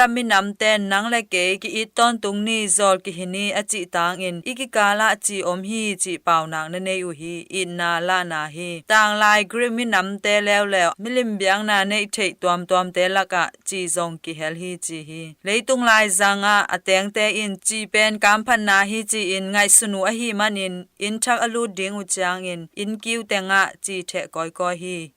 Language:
Tedim Chin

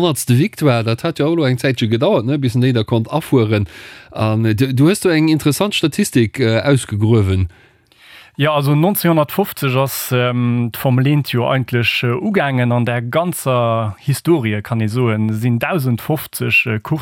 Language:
Luxembourgish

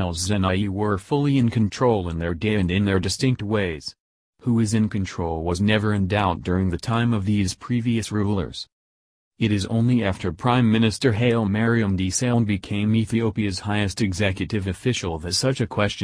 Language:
English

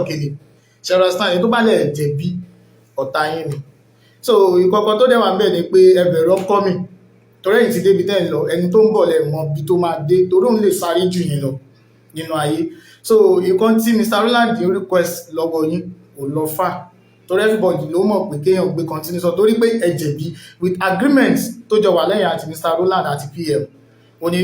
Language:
Yoruba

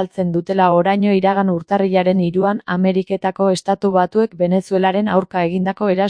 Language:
Basque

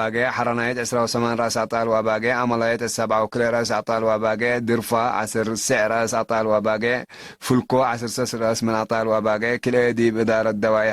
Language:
Tigre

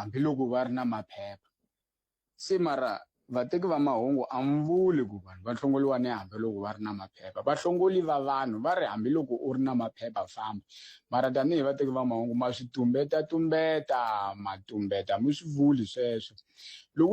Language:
Tsonga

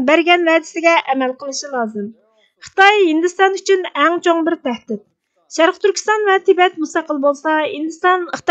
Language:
Uyghur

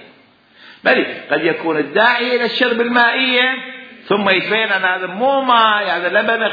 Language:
Mesopotamian Arabic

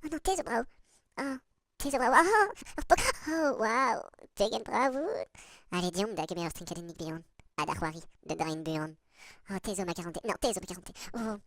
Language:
Breton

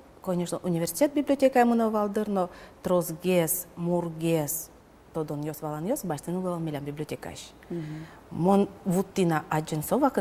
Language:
Udmurt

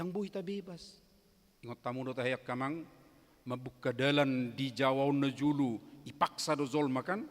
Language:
Batak Toba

